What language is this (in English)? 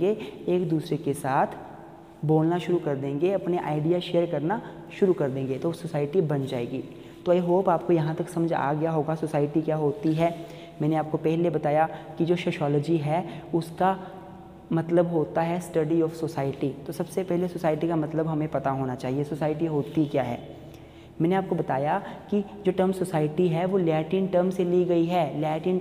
Hindi